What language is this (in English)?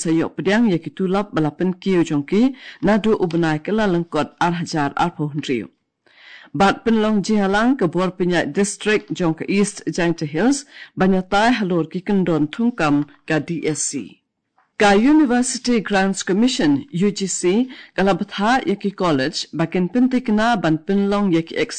Khasi